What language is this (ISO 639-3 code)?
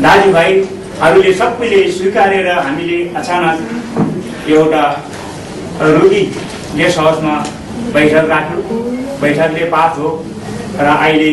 nep